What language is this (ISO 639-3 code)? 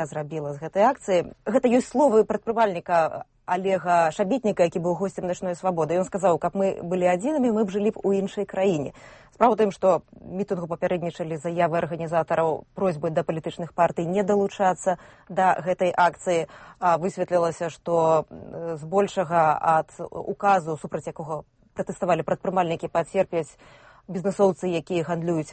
bel